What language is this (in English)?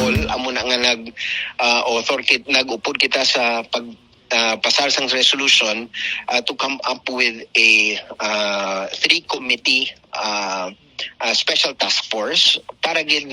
Hiligaynon